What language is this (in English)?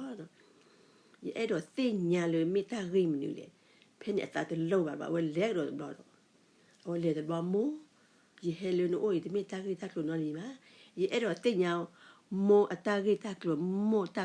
S'gaw Karen